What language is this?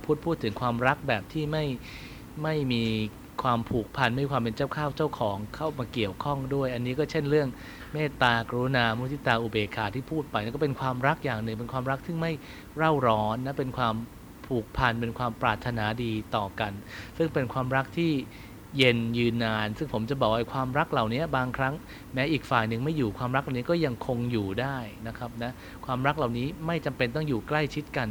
Thai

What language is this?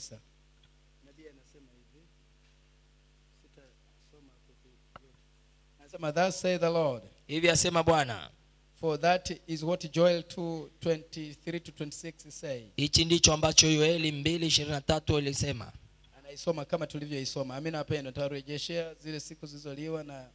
Swahili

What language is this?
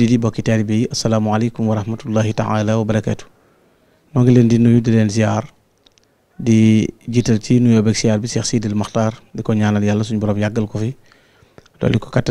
Wolof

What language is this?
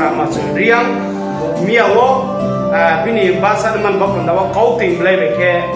Riang (India)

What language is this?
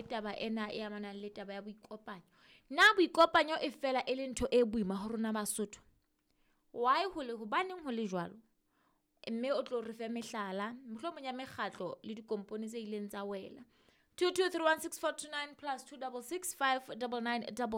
Southern Sotho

